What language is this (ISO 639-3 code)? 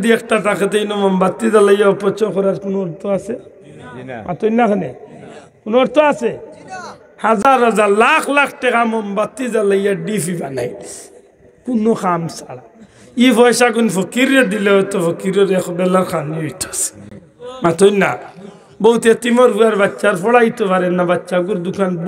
syl